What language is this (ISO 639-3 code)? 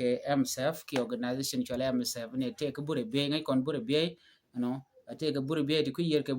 nus